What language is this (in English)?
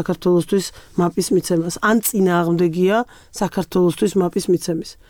Georgian